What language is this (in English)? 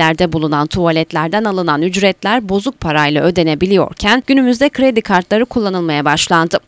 Turkish